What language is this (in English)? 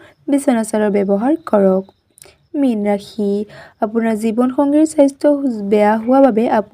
Assamese